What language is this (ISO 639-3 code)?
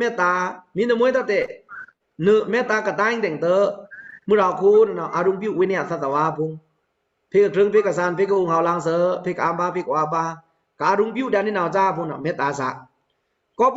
blk